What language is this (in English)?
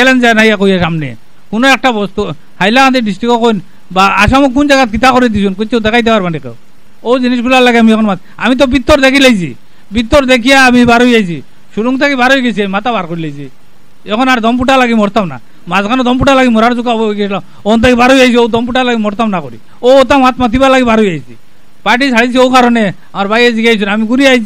Sylheti